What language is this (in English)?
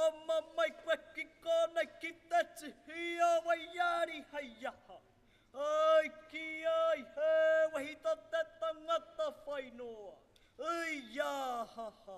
Māori